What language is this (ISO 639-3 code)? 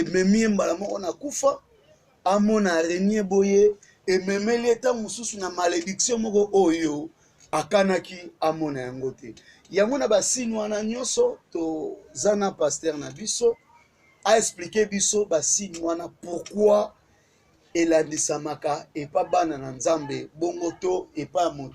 lin